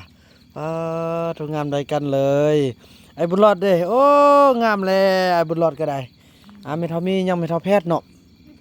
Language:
Northeastern Thai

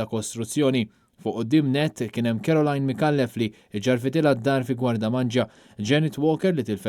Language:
Maltese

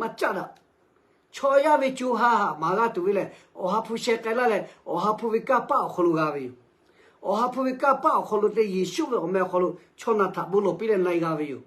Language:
Lahu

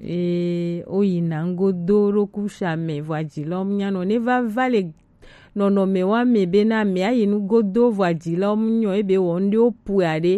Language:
Gen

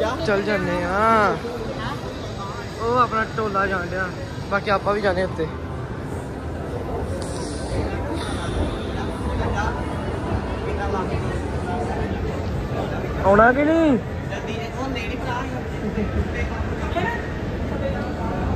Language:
Punjabi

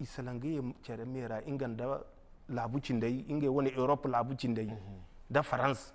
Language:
Zarma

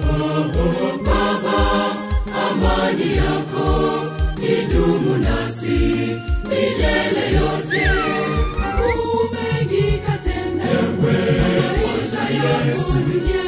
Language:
Swahili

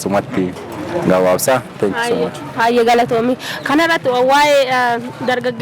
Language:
Oromo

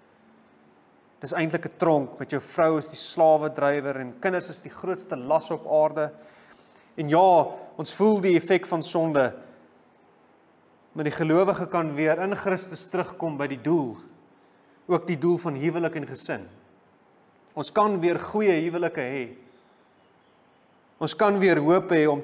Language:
Afrikaans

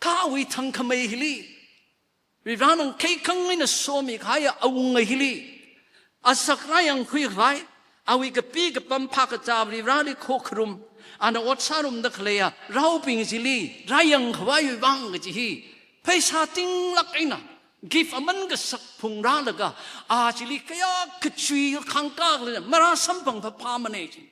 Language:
Tangkhul Naga (India)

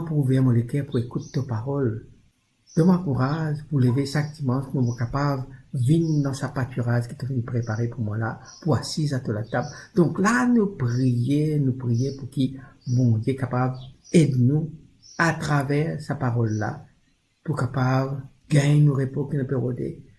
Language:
Morisyen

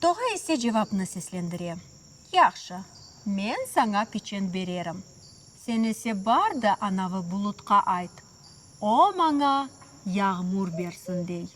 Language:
Crimean Tatar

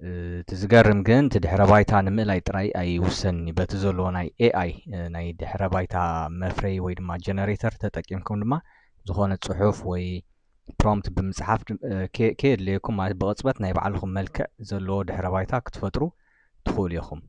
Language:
Tigrinya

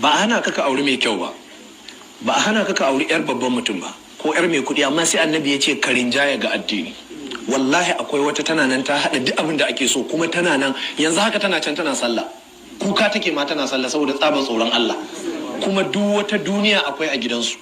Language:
Hausa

